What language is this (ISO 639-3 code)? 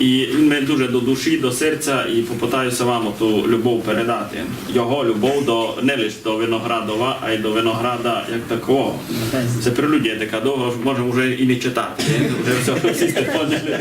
rue